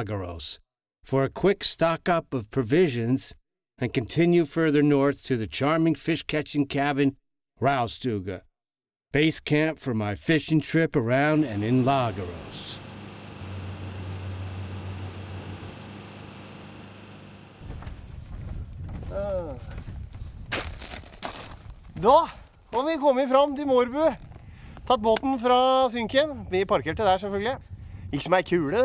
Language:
Norwegian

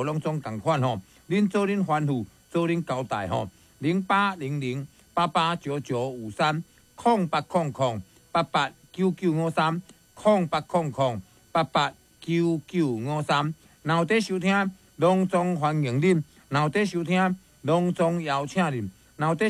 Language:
Min Nan Chinese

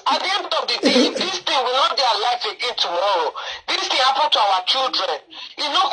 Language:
Nigerian Pidgin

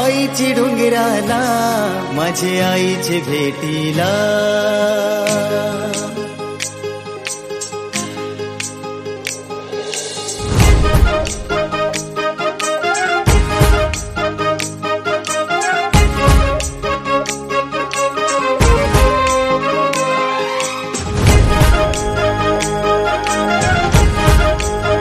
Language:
Marathi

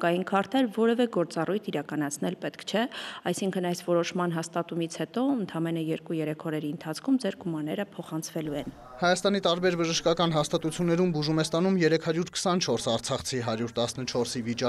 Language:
Armenian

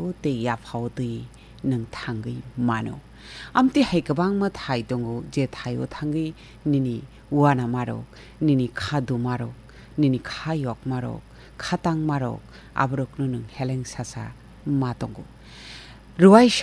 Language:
Kok Borok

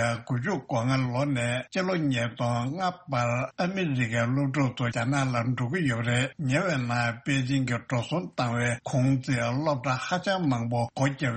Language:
Tibetan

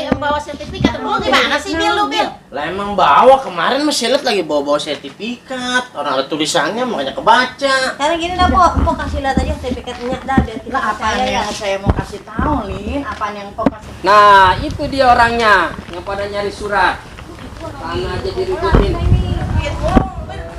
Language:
Betawi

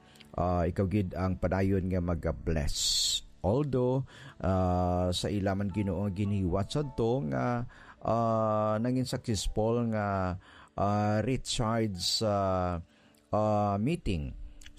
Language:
Hiligaynon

